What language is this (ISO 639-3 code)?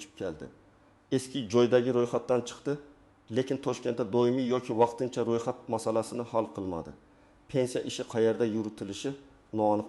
uzb